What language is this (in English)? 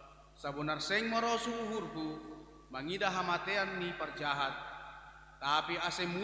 Batak Simalungun